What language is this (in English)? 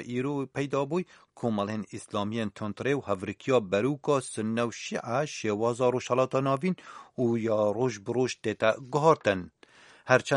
Kurdish